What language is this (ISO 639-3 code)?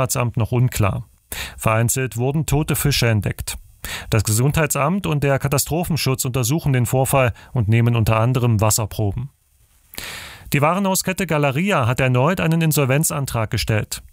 deu